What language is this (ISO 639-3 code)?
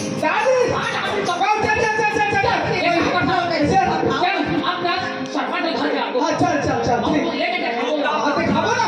hne